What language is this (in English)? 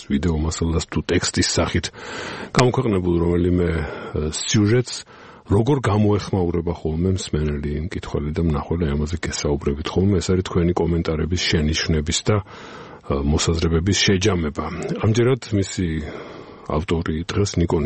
Georgian